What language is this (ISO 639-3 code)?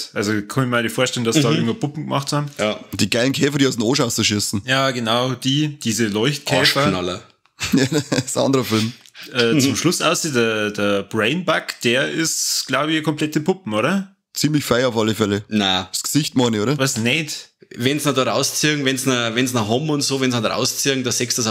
bar